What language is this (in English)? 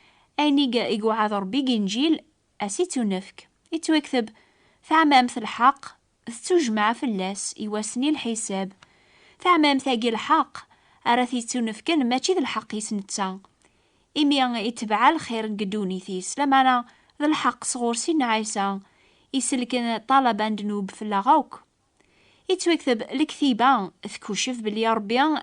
Kabyle